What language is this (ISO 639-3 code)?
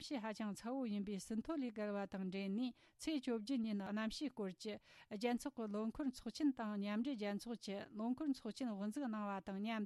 bod